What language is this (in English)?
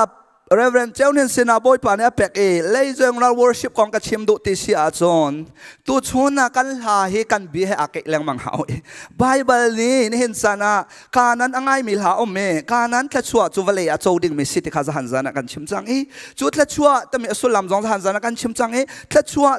Hakha Chin